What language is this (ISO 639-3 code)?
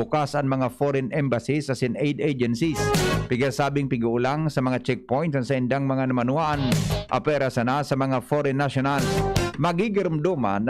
bik